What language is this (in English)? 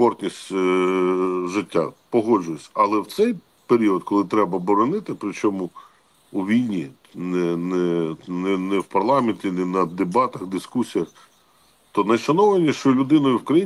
Ukrainian